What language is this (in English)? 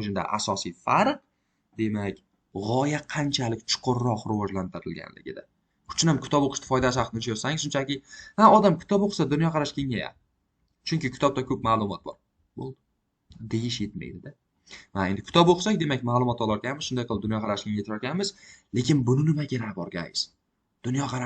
Uzbek